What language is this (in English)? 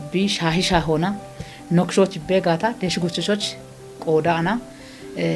Kafa